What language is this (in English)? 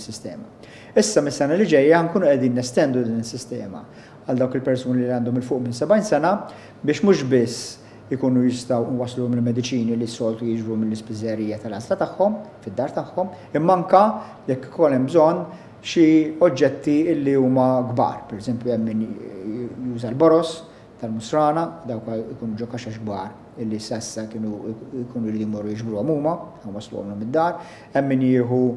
Maltese